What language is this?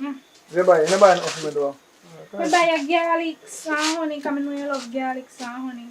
Jamaican Creole English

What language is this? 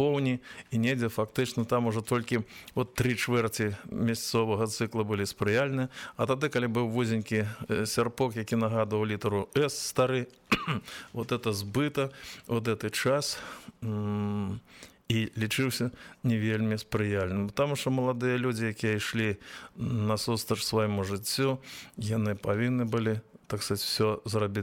Belarusian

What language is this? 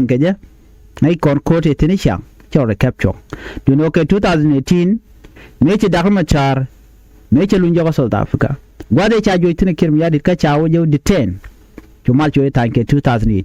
Nuer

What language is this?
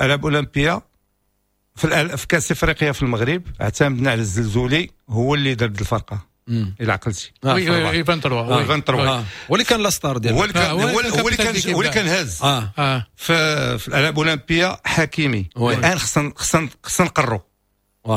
Moroccan Arabic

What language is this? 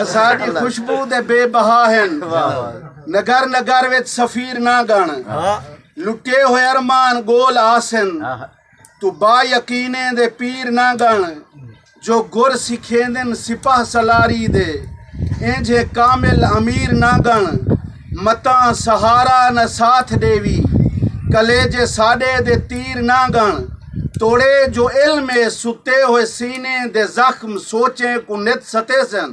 Saraiki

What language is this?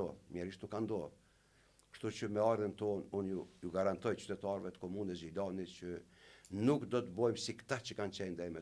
Albanian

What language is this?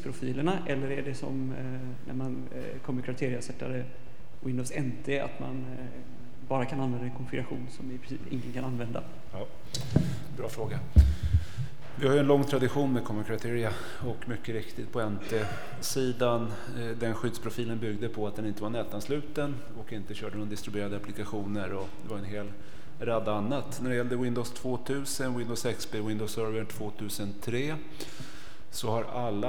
Swedish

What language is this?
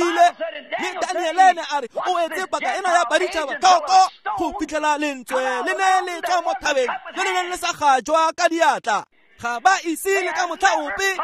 Tswana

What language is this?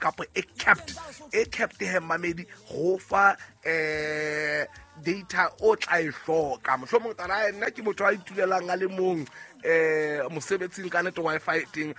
Southern Sotho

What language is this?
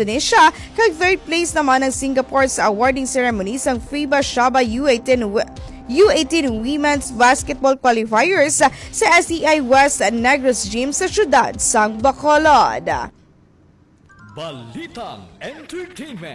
Hiligaynon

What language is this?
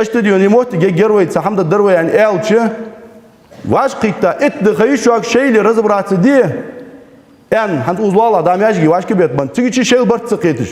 Ingush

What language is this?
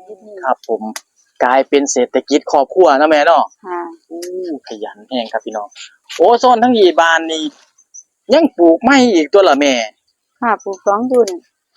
Northeastern Thai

